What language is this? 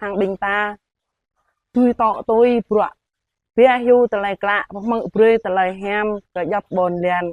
Jarai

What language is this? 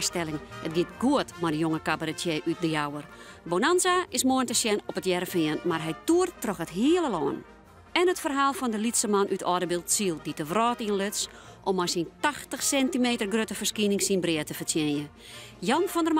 Western Frisian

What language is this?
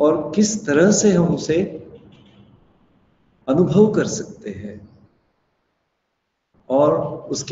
Hindi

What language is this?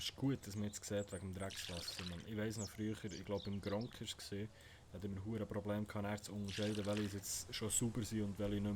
Swiss German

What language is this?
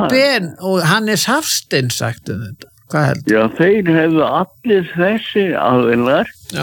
Icelandic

